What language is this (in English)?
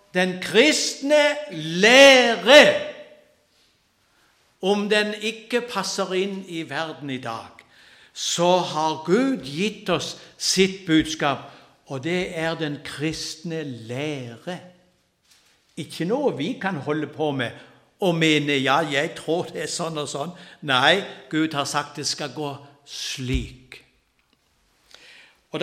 Norwegian